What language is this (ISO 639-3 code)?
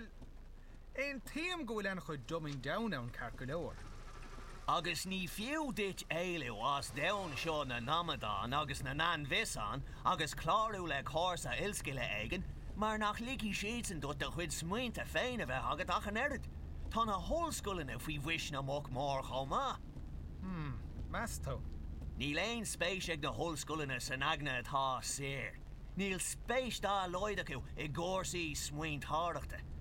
gle